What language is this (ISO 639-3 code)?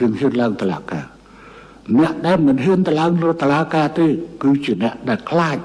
khm